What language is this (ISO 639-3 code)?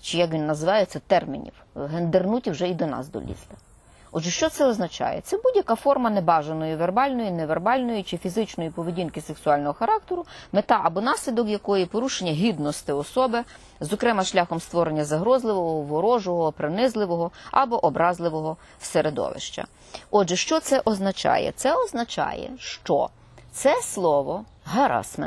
ukr